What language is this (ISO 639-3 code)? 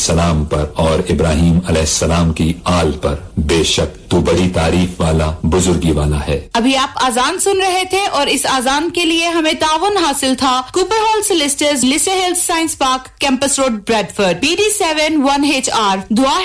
urd